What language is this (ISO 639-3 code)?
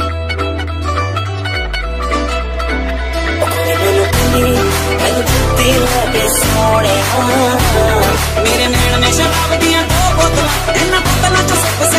pan